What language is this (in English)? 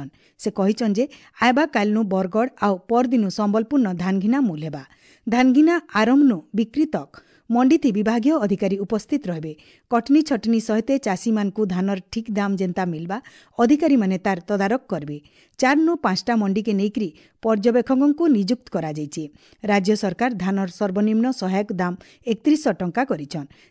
Odia